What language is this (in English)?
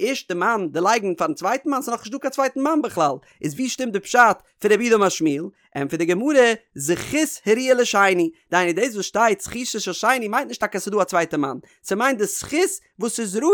Yiddish